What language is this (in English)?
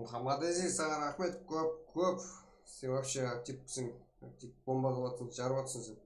Kara-Kalpak